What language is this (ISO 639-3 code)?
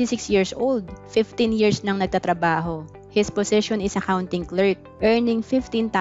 fil